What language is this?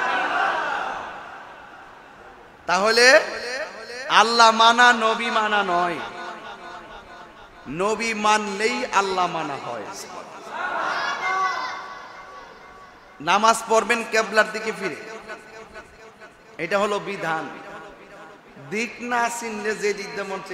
Bangla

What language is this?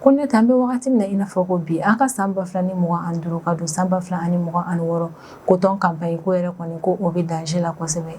Bambara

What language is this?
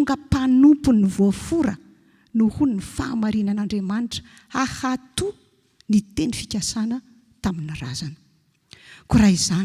Malagasy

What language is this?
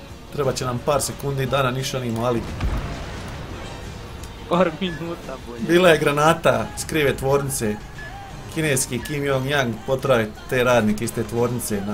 Croatian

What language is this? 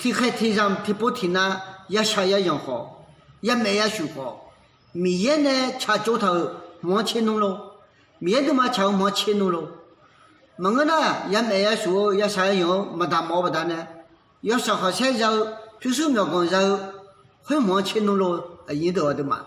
Akha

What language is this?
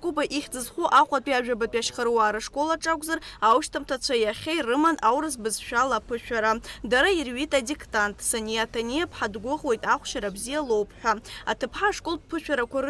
Abkhazian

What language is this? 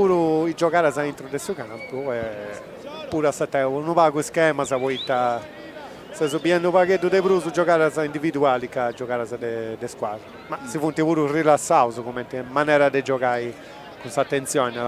Sardinian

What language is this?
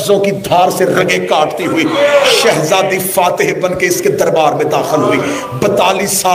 Urdu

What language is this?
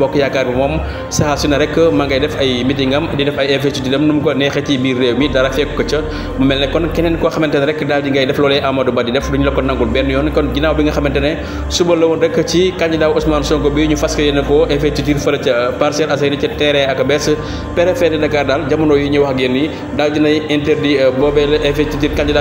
Wolof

